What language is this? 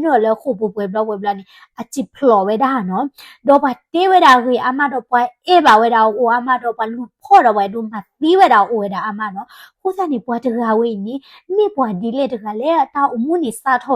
S'gaw Karen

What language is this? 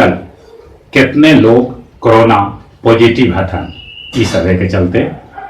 Magahi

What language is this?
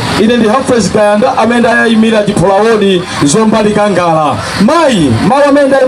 Nyanja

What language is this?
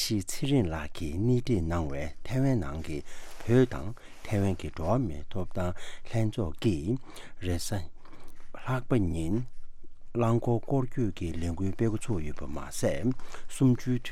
Tibetan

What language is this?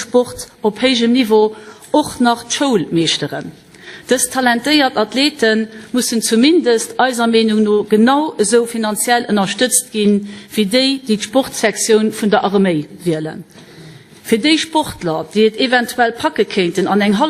Luxembourgish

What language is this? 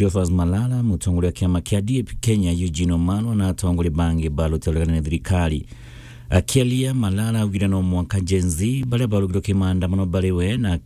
Meru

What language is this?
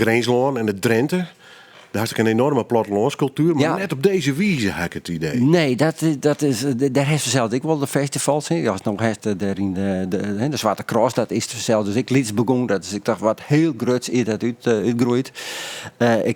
Western Frisian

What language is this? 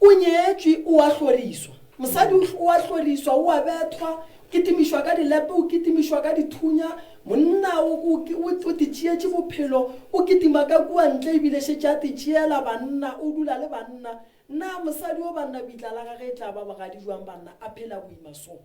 Northern Sotho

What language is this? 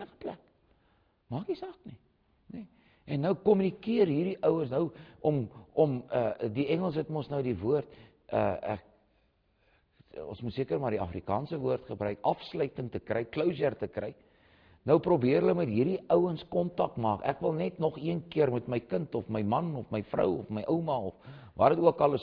Afrikaans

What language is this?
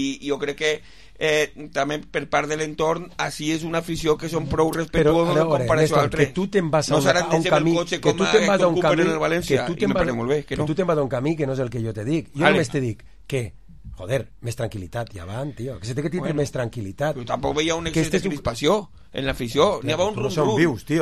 Catalan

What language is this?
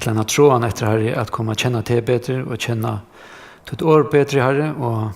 Faroese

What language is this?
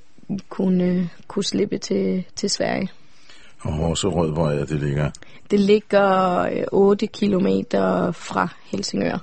Danish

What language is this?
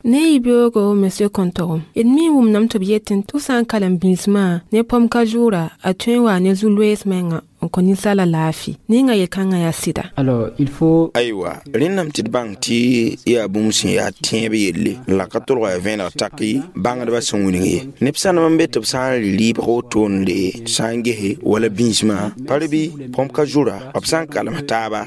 Mossi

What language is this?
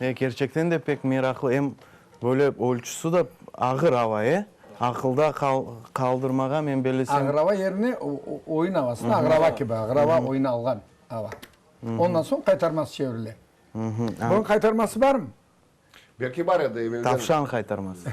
Crimean Tatar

